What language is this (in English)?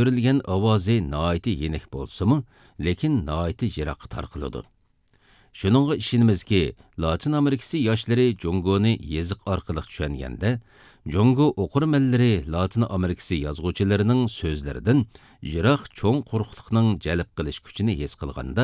Uyghur